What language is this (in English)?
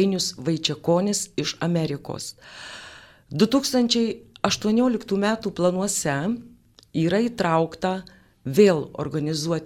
Lithuanian